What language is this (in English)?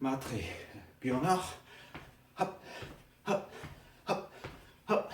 Breton